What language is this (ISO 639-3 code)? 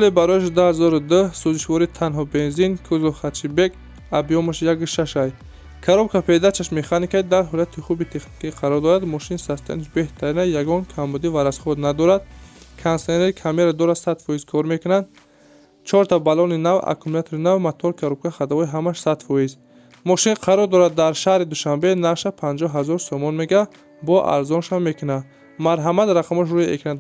tgk